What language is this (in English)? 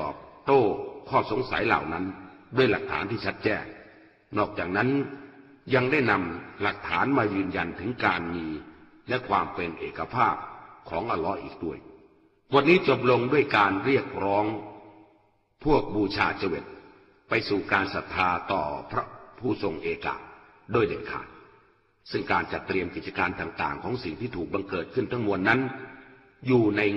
Thai